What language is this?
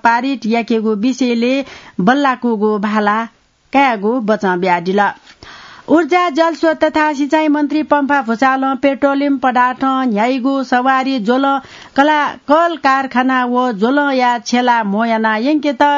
Newari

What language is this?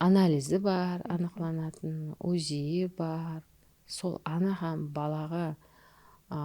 Kara-Kalpak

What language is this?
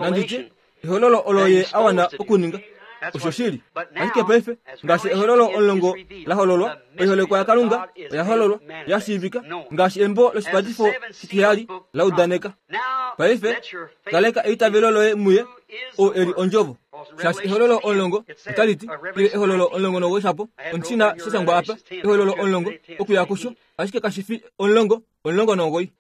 Kuanyama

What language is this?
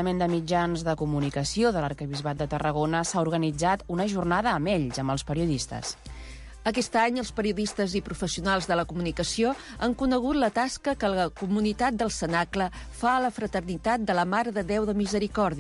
Catalan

